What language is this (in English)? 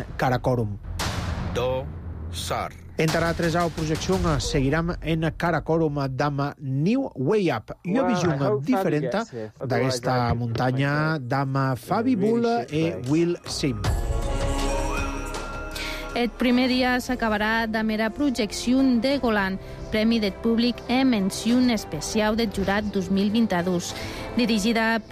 Catalan